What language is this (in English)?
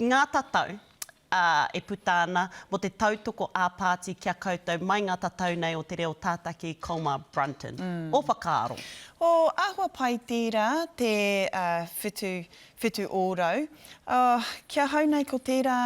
Māori